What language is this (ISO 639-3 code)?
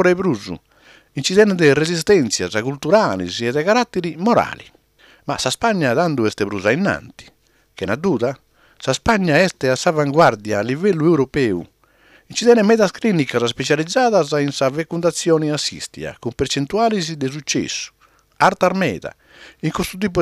srd